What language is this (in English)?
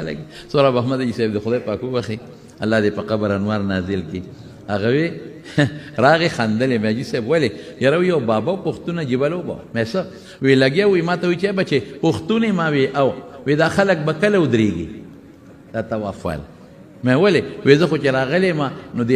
Pashto